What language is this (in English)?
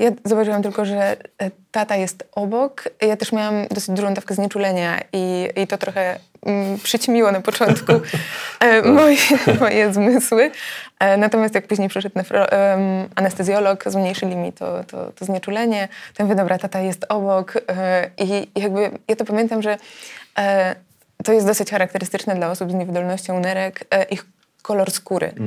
Polish